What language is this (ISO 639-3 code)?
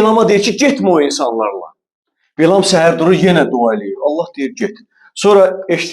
aze